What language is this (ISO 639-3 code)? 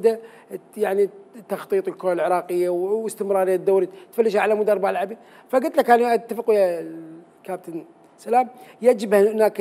acm